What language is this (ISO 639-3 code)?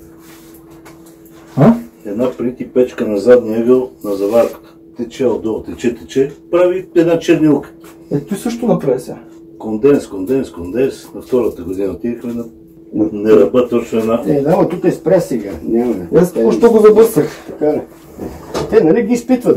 bul